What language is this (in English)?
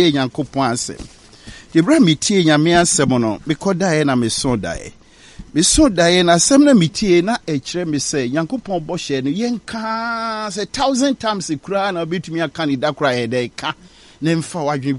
Akan